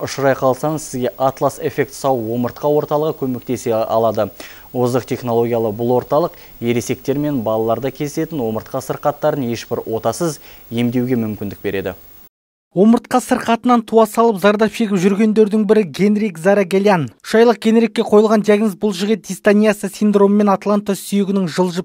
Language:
Kazakh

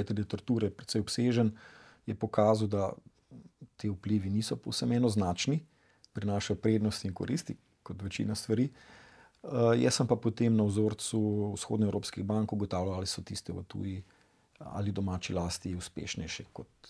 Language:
Slovenian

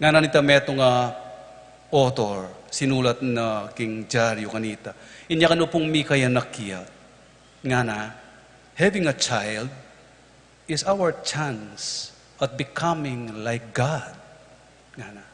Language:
Pampanga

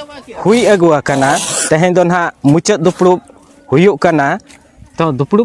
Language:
Santali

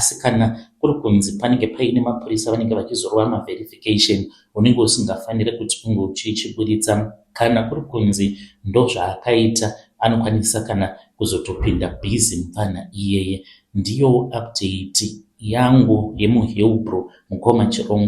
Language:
Shona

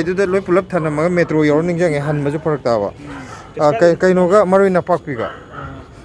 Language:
Manipuri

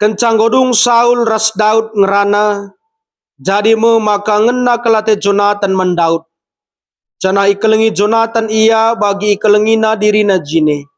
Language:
Batak Karo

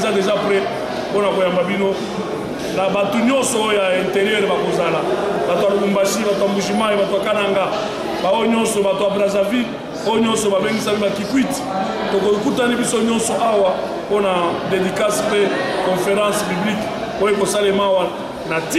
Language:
Lingala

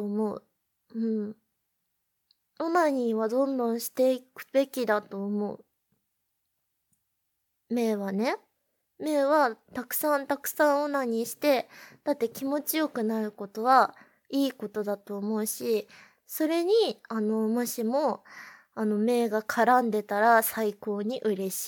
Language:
Japanese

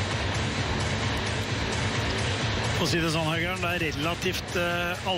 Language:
Norwegian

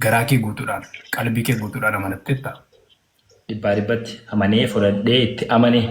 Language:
Oromo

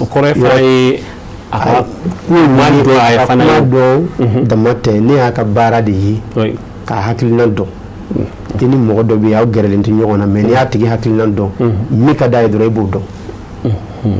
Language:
Bambara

